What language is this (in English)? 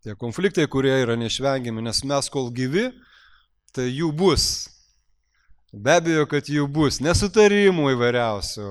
Lithuanian